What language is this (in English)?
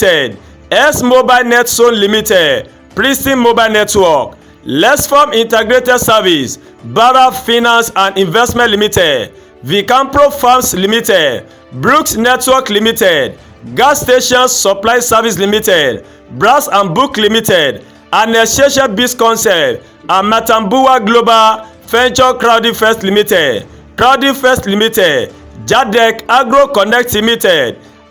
Yoruba